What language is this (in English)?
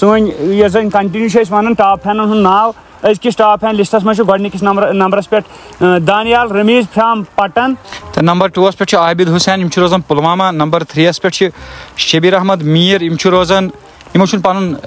Kashmiri